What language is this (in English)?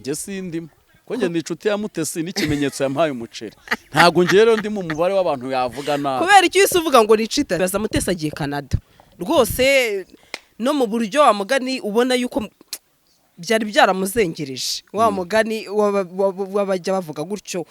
Kinyarwanda